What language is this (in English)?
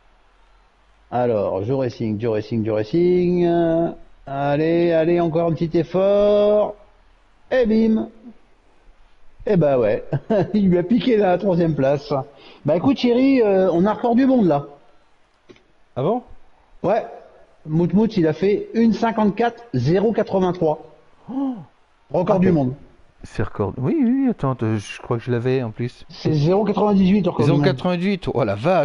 French